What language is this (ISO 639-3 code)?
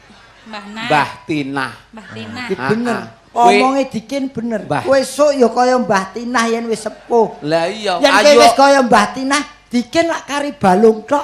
jav